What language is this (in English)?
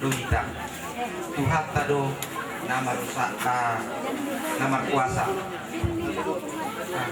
Batak Toba